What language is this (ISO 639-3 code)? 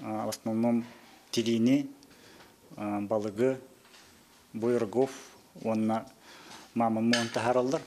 sah